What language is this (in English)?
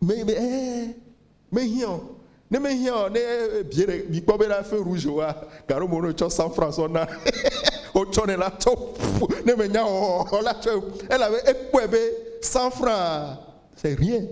Ewe